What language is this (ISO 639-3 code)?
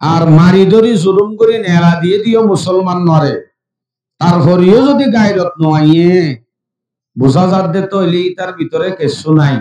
rhg